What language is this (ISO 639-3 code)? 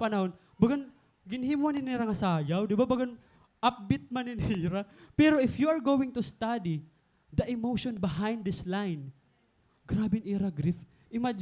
war